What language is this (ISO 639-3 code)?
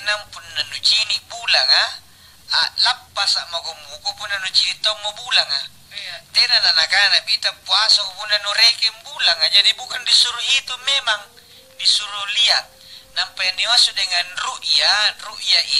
mak